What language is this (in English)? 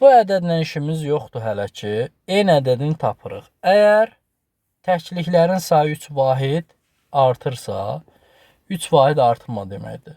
Azerbaijani